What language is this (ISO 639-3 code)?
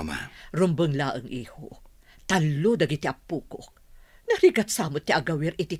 ilo